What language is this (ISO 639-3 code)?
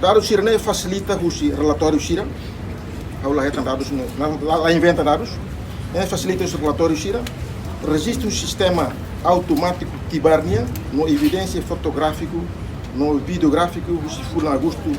tet